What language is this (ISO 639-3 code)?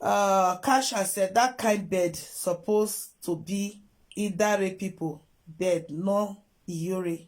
pcm